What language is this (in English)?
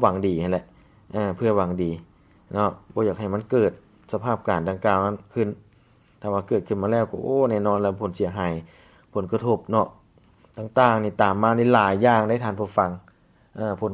Lao